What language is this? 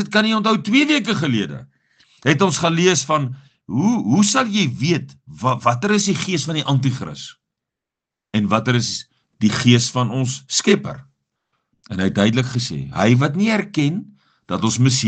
Afrikaans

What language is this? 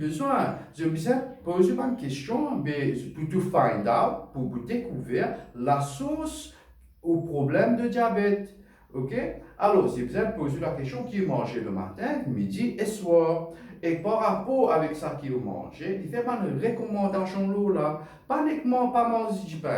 Morisyen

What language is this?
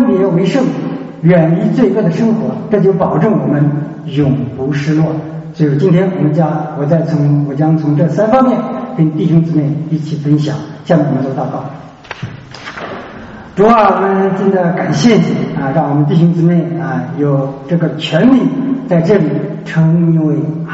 Chinese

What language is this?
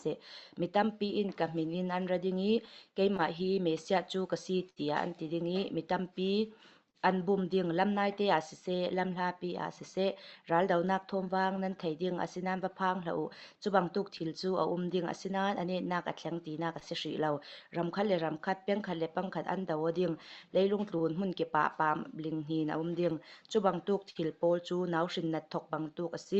Falam Chin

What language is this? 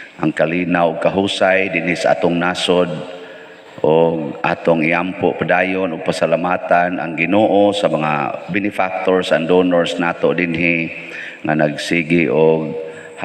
Cebuano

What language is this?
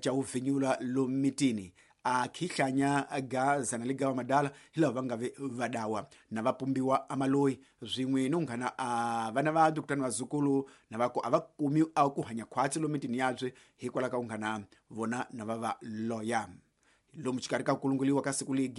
Tsonga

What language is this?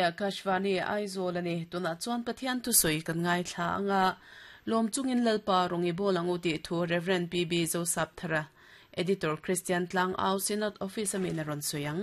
Mizo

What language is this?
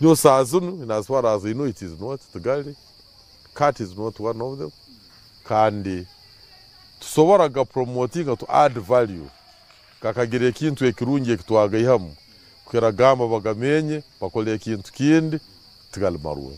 Nyankole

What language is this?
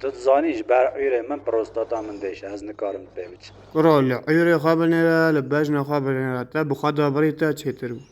Kurdish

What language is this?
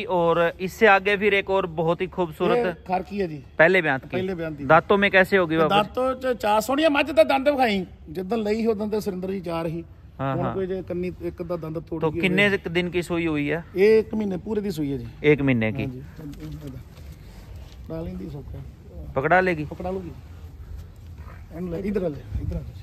Punjabi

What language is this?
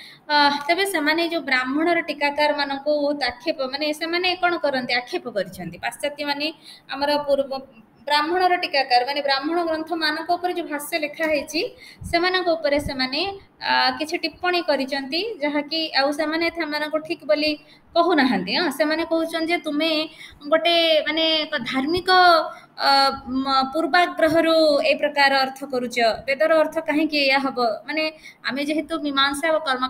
Odia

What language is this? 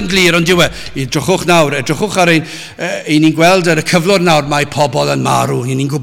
Welsh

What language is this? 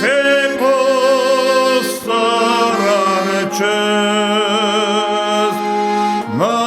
Ossetic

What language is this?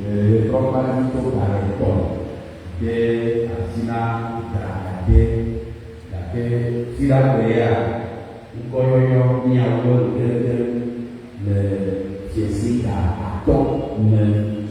Ewe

